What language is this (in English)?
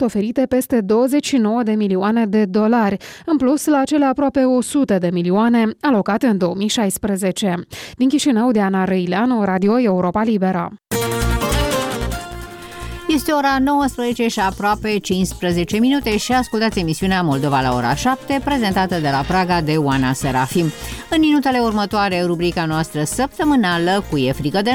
Romanian